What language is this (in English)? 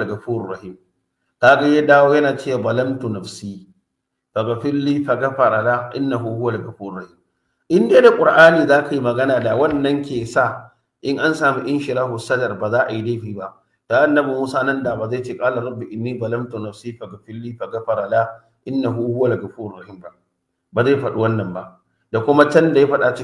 Hausa